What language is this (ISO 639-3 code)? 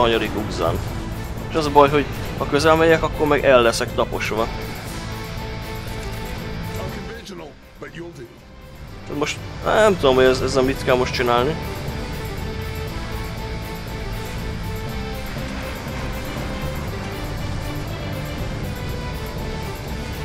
hun